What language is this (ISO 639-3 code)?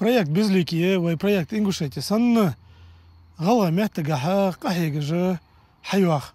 inh